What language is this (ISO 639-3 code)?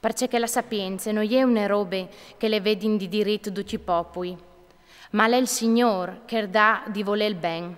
fur